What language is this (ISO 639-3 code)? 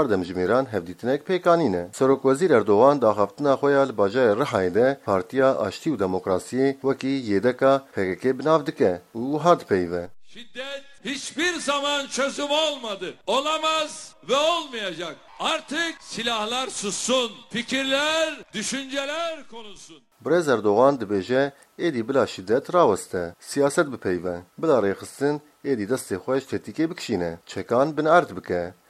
kur